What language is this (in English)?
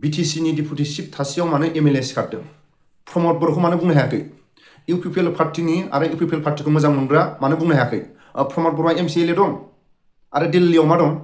Bodo